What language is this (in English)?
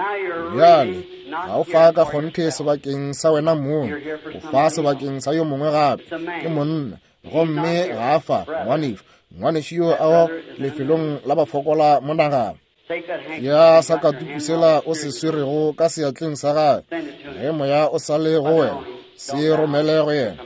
Northern Sotho